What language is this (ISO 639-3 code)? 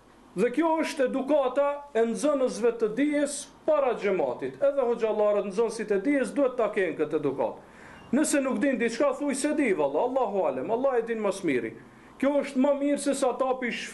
sqi